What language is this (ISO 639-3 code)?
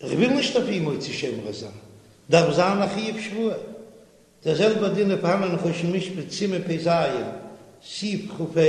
yid